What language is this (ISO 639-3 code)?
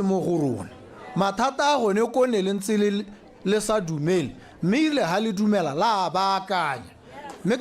tsn